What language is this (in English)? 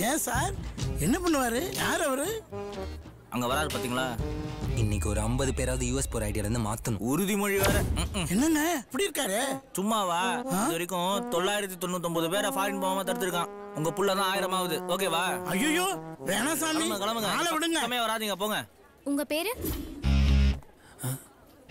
Tamil